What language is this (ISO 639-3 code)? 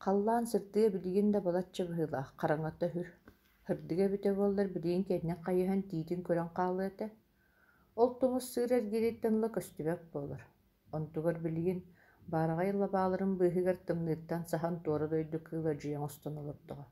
sah